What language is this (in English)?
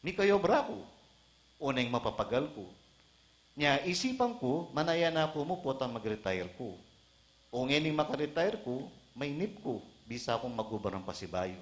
Pampanga